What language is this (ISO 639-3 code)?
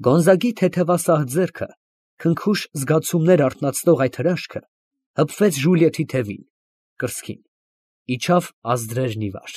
hye